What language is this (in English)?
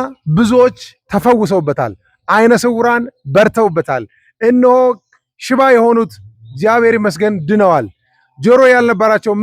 Amharic